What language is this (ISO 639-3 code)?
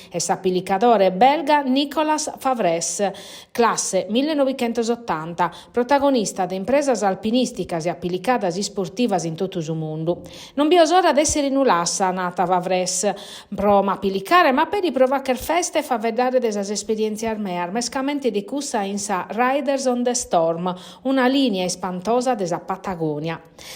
srd